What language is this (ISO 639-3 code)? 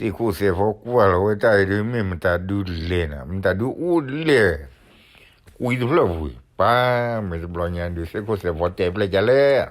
ksw